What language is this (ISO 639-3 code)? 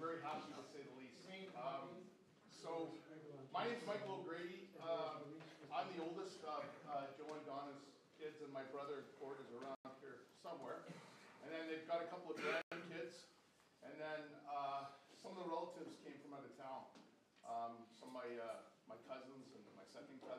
eng